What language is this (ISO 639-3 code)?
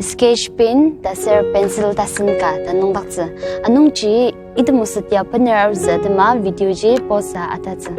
njo